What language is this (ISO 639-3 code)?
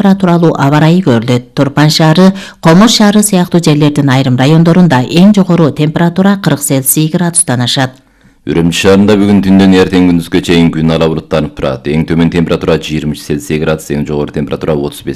kir